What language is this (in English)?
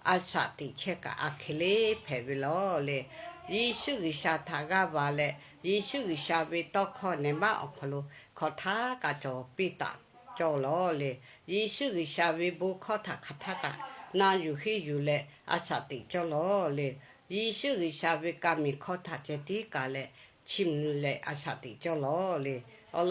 Lahu